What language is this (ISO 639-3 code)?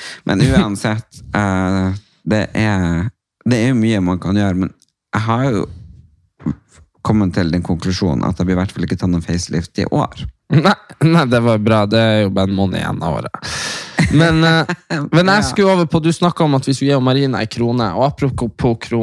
nor